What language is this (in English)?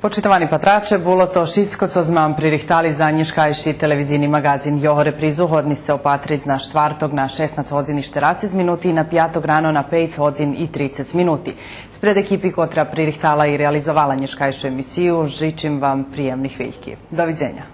Rusyn